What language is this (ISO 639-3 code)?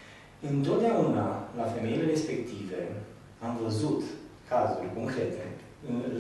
ron